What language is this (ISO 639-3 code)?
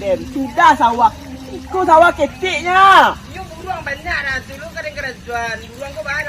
min